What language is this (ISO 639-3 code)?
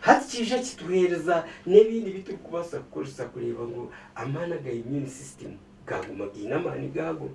nyn